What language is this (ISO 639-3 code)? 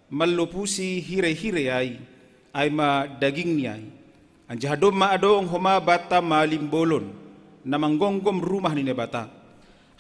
bts